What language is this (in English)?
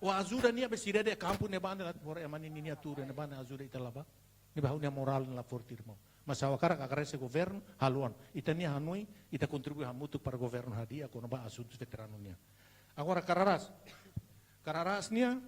Tetum